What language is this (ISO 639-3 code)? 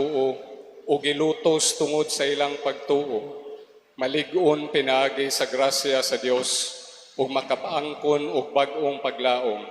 ceb